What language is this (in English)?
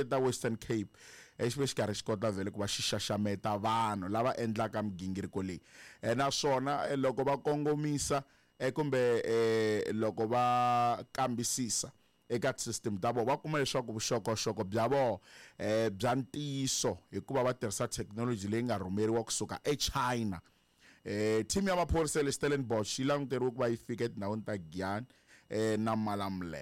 Tsonga